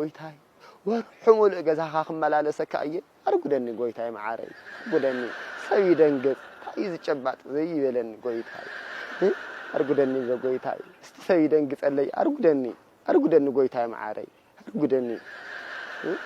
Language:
Tigrinya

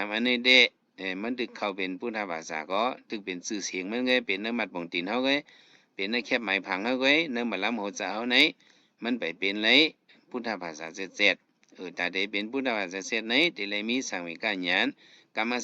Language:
Shan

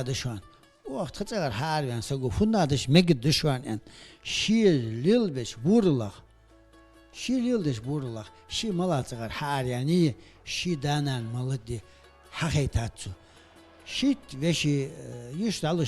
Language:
Ingush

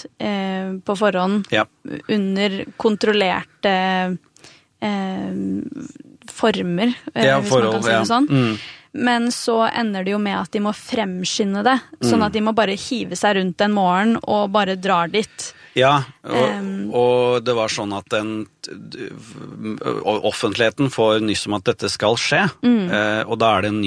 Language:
Norwegian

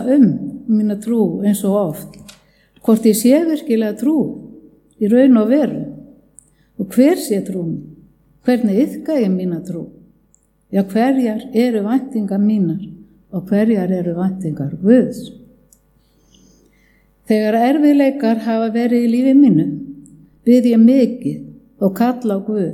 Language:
Icelandic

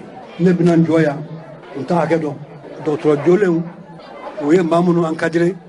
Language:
Bambara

